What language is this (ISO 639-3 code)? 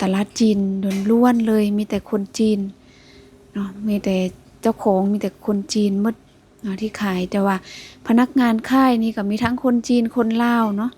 lao